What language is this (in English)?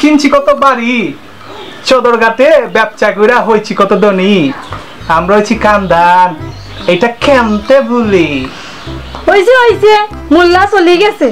Sylheti